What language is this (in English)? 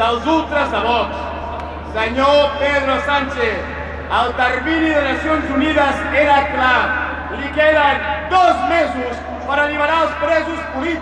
Occitan